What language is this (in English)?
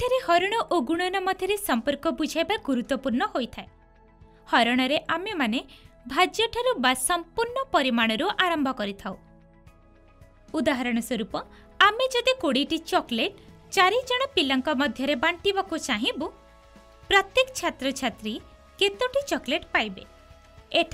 Odia